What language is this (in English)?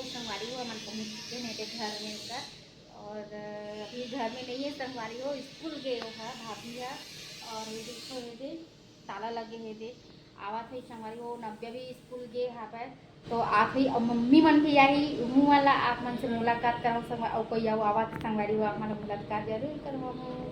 Chhattisgarhi